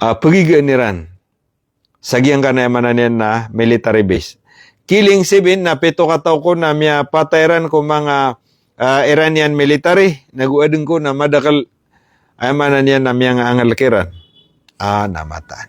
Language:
Maranao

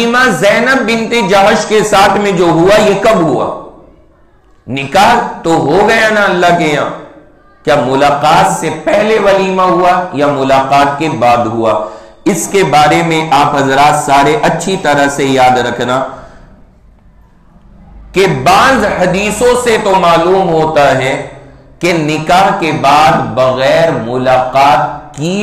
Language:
Urdu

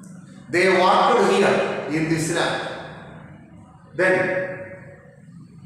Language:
English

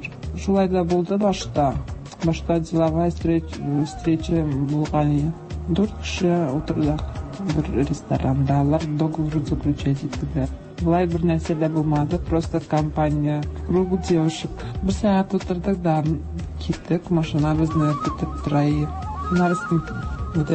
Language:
Tatar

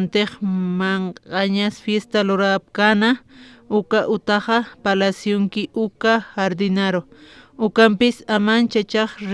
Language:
Aymara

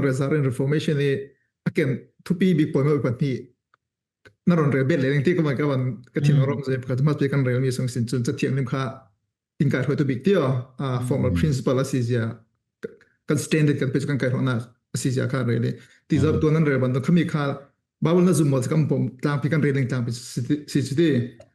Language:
Falam Chin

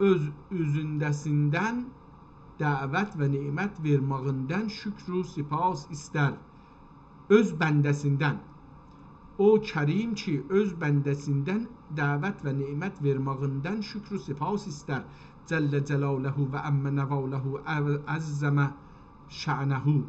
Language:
South Azerbaijani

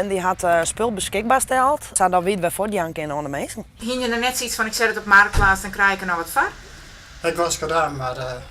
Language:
Western Frisian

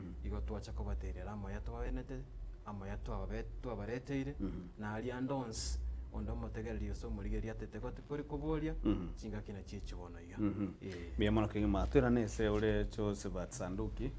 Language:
Gusii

